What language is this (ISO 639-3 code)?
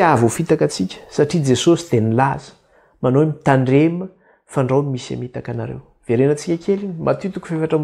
mlg